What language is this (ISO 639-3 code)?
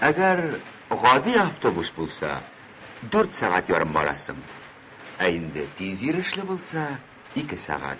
tat